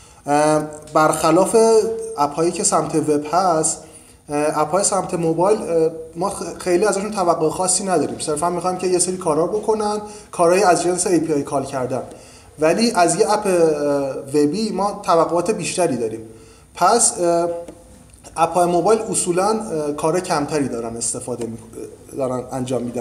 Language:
Persian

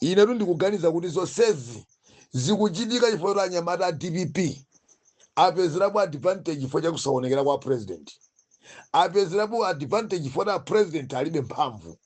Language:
Nyanja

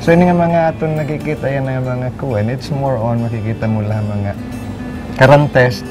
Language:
Waray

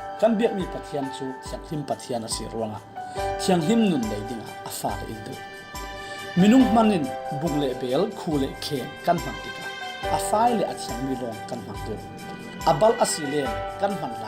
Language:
Falam Chin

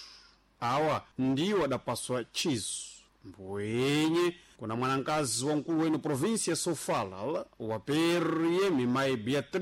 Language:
Sena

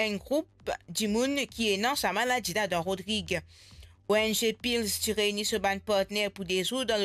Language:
Morisyen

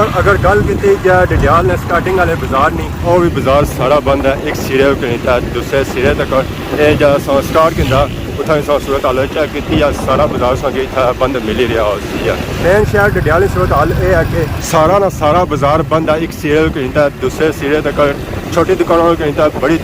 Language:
Pahari-Potwari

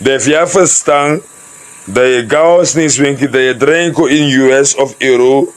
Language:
Sranan Tongo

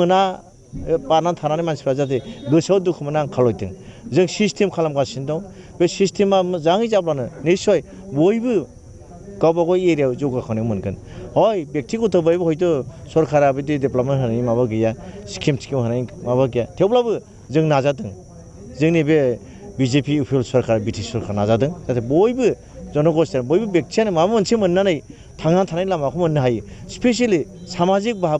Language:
Bodo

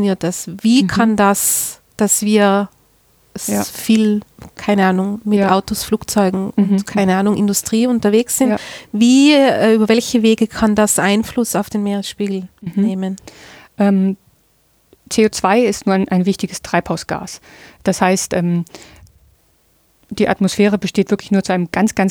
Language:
German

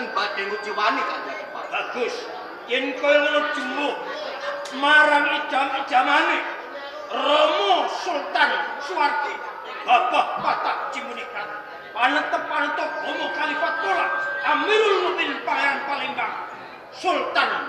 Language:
Javanese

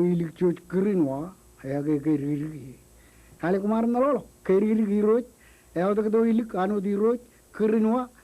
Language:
Marshallese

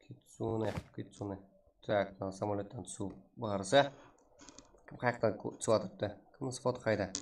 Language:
Kara-Kalpak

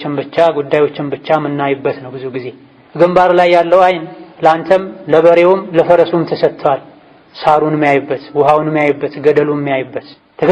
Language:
Amharic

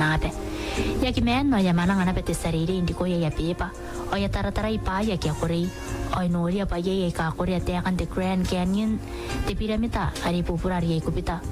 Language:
Gilbertese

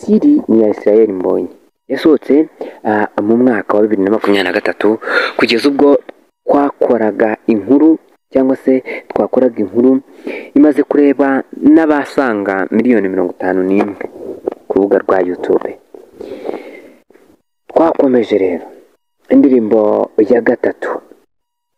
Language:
Kinyarwanda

